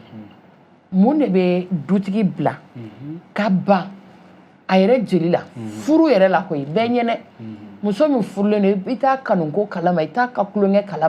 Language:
Bambara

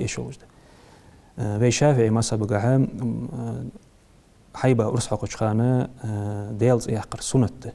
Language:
Ingush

